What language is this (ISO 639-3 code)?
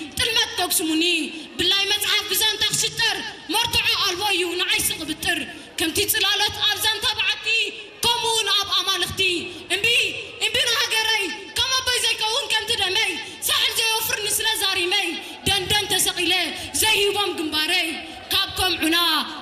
tir